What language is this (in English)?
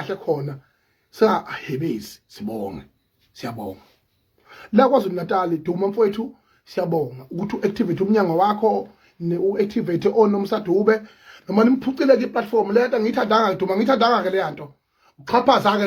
Zulu